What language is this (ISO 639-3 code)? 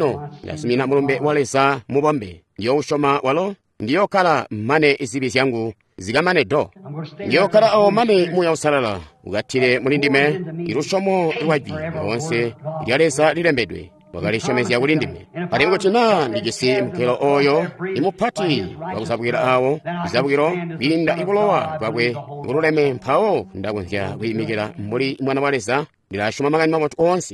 toi